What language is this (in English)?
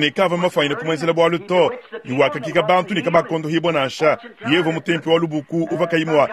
Luba-Lulua